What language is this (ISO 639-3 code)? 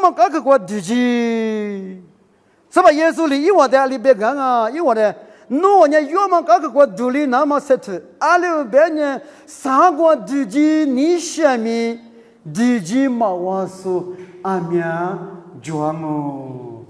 lis